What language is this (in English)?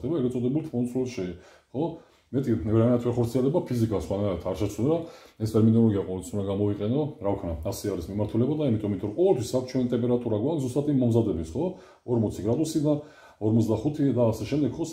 Georgian